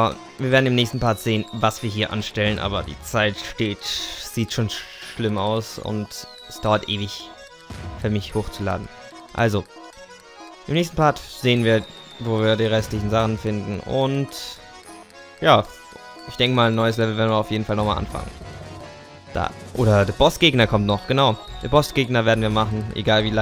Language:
German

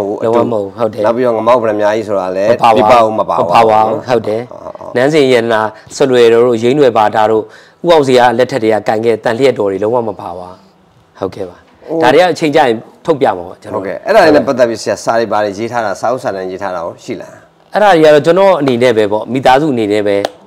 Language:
Burmese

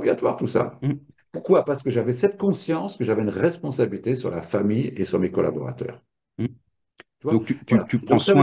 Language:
French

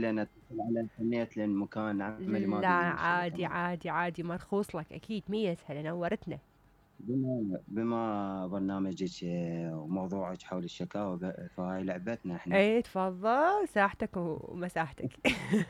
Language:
Mesopotamian Arabic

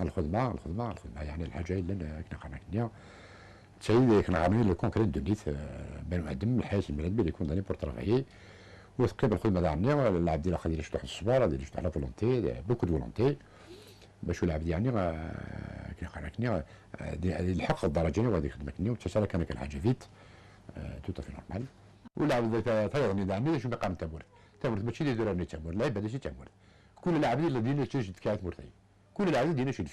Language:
Kabyle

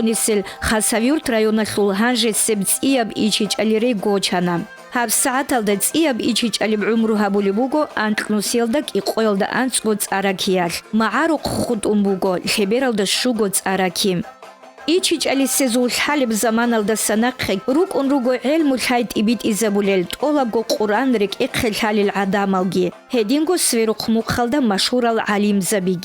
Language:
Avaric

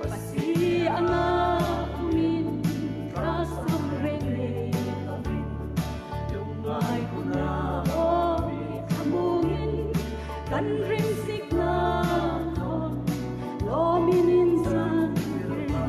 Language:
Hmar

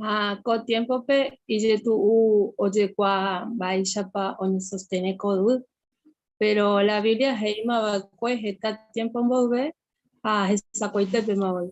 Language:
Guarani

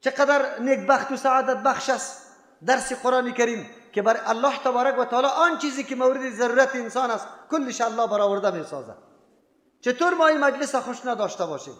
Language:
Persian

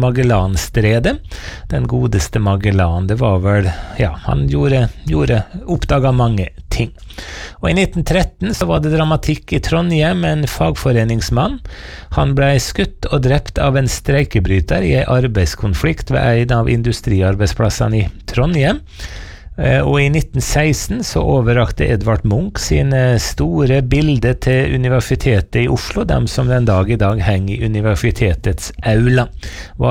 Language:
Norwegian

